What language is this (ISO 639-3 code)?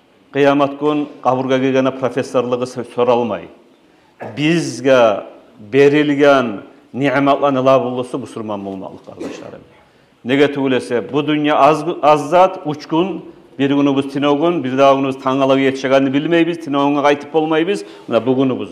kum